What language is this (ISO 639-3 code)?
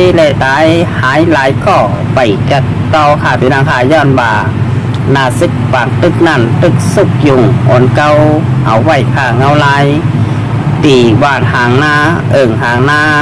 shn